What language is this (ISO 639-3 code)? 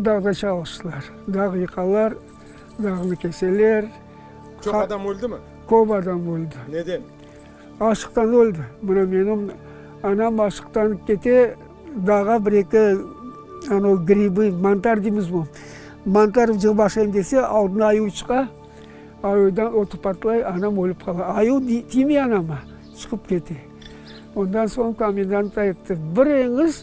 crh